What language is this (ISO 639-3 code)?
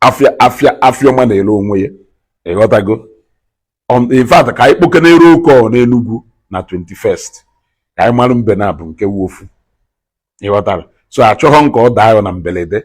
ibo